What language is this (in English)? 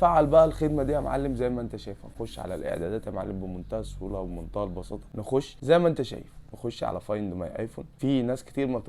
Egyptian Arabic